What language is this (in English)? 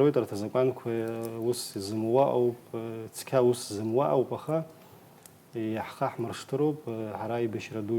Abkhazian